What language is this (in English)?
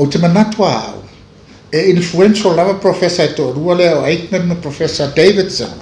Samoan